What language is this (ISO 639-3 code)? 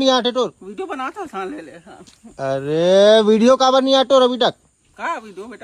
hne